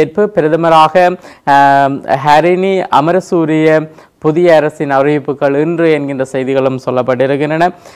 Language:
Tamil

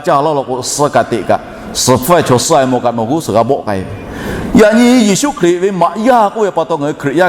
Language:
Lahu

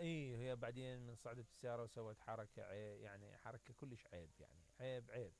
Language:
Mesopotamian Arabic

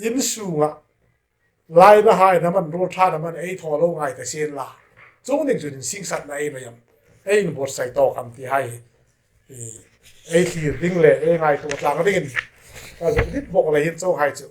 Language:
Hmar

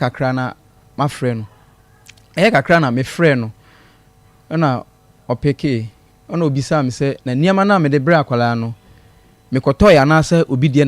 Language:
Akan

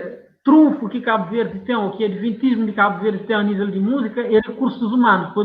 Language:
Kabuverdianu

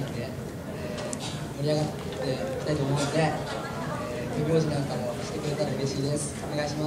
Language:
Japanese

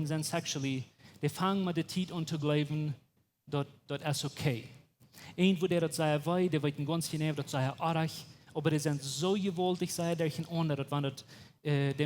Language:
Plautdietsch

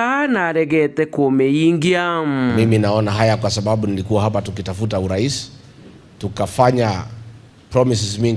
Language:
Meru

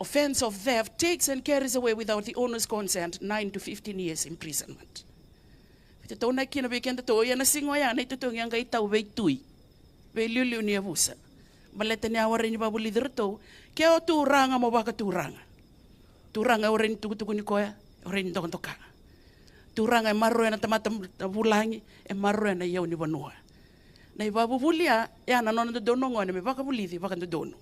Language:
Fijian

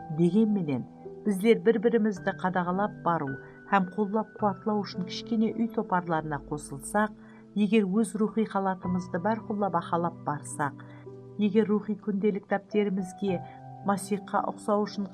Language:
Kara-Kalpak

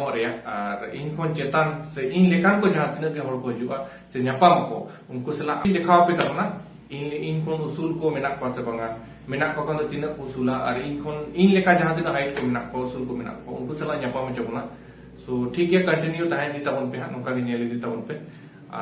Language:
Santali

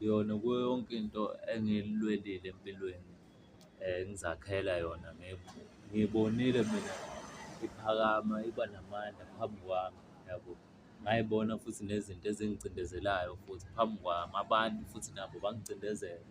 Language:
Zulu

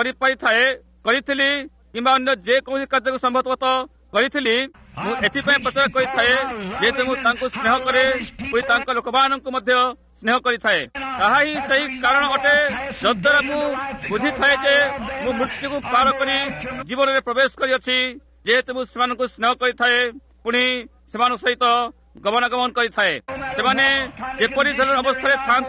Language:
Odia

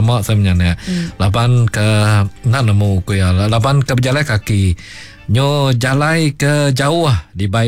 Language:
Iban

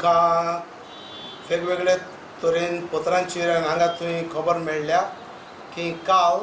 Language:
Konkani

